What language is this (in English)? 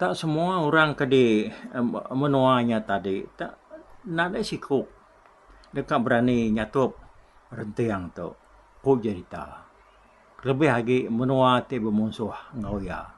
Iban